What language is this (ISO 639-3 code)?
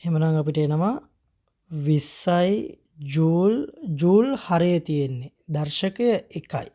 sin